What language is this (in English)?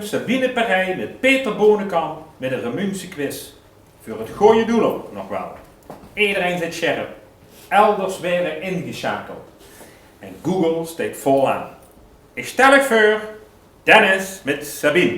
Limburgish